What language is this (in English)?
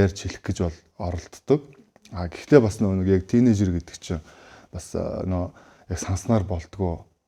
Mongolian